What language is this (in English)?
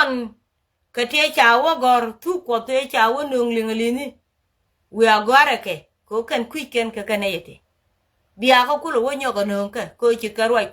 Nuer